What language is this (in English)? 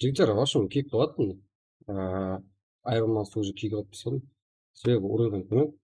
Kara-Kalpak